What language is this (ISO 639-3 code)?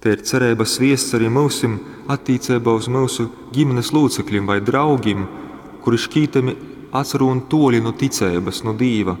ltg